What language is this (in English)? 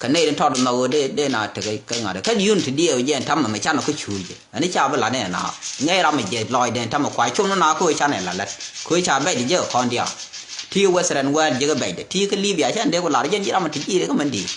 Nuer